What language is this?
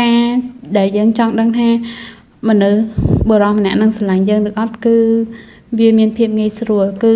Khmer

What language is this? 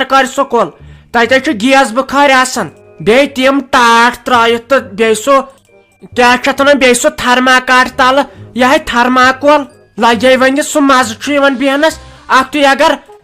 Kashmiri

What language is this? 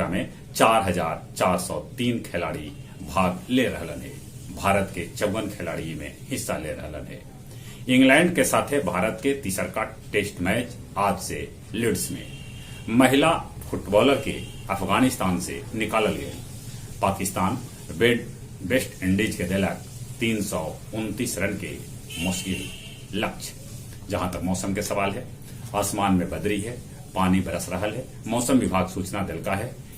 Magahi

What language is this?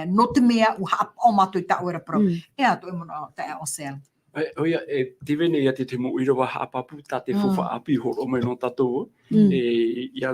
Tahitian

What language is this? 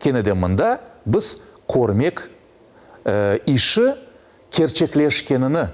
Crimean Tatar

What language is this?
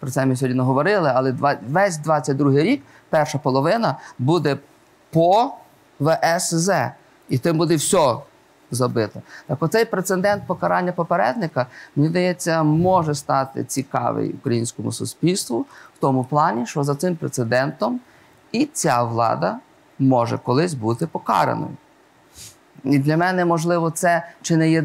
Ukrainian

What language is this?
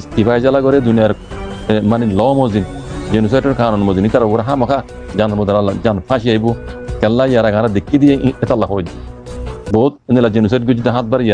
Rohingya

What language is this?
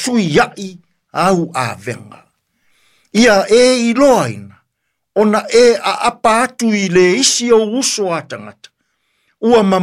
Samoan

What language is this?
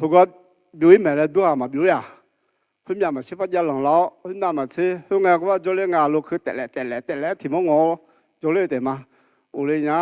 Akha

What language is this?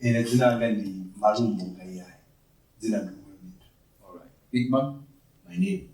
Nyanja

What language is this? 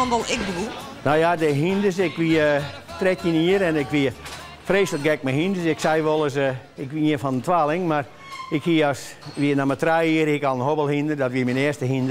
Western Frisian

